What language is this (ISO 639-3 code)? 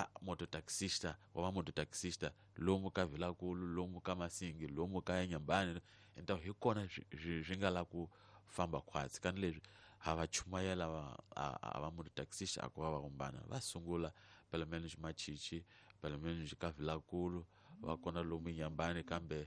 tso